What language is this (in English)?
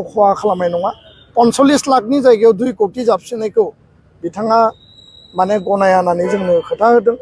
Bodo